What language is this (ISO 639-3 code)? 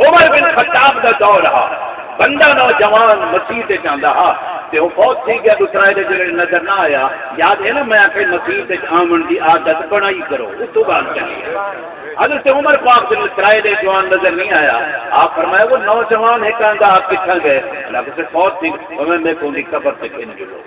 skr